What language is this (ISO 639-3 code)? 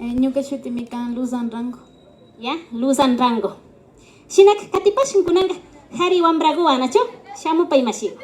qvi